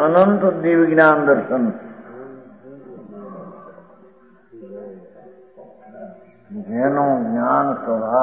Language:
Gujarati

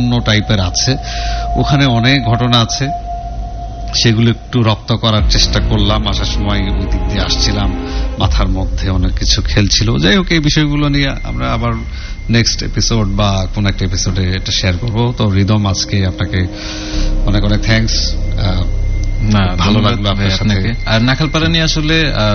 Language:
Bangla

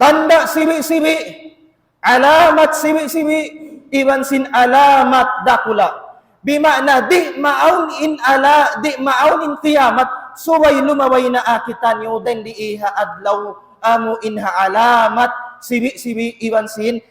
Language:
Tausug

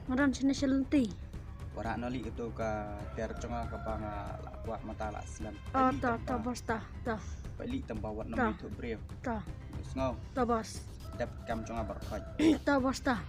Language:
Khasi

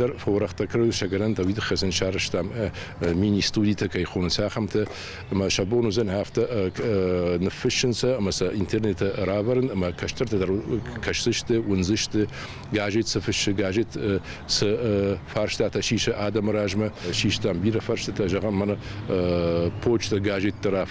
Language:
Ossetic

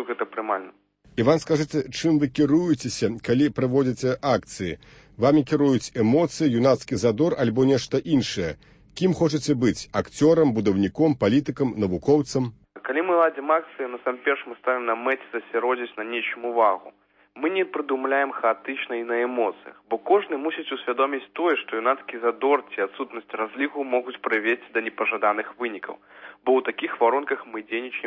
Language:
Belarusian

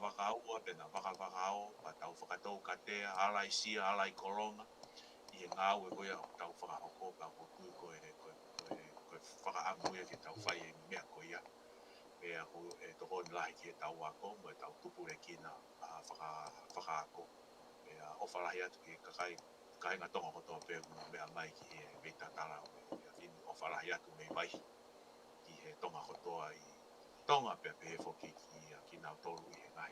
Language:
Tongan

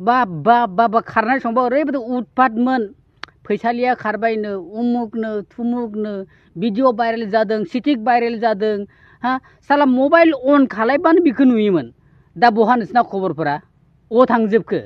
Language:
Bodo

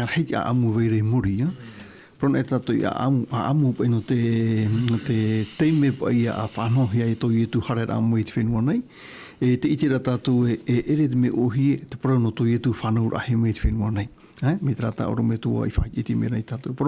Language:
Tahitian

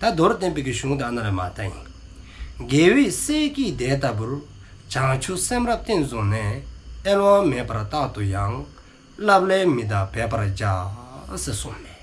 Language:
Dzongkha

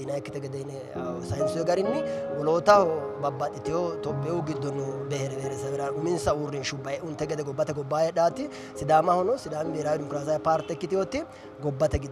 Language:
Sidamo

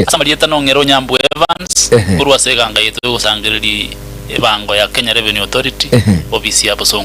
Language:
Gusii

